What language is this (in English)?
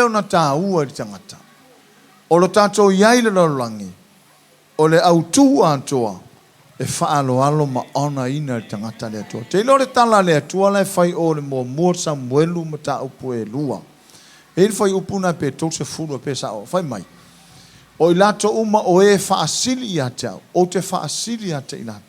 Samoan